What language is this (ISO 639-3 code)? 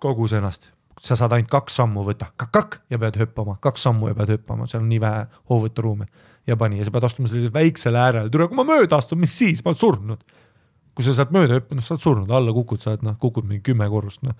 est